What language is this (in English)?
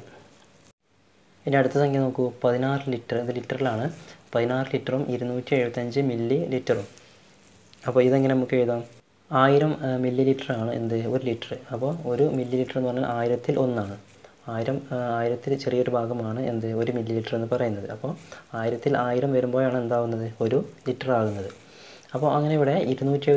Malayalam